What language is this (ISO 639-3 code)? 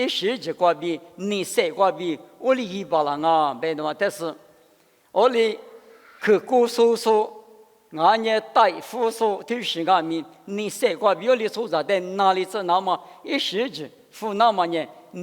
lis